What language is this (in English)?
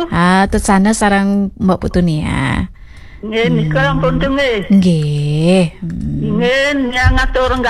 Balinese